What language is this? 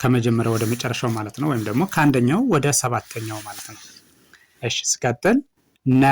Amharic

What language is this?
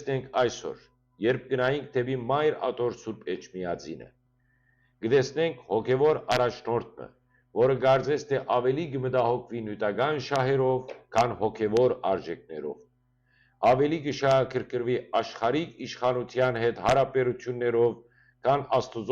Western Armenian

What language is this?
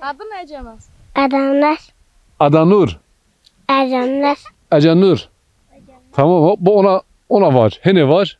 Zaza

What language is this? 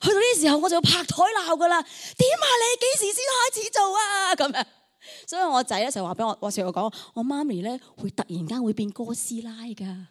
Cantonese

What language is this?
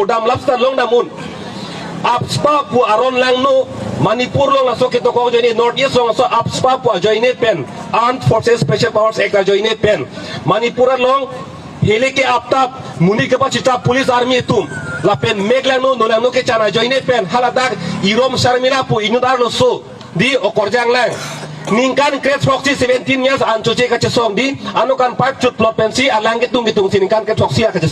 Karbi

